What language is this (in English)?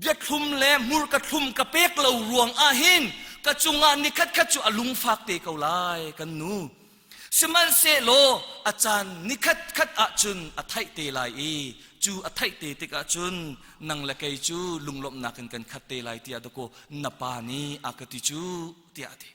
Hakha Chin